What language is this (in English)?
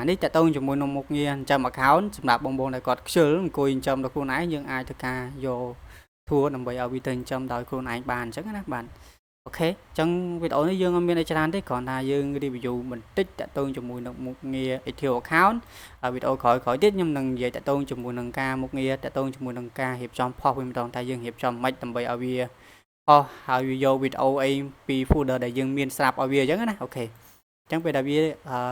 Khmer